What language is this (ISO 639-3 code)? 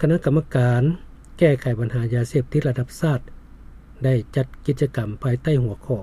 lao